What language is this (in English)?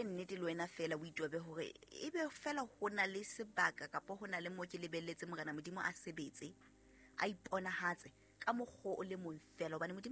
Southern Sotho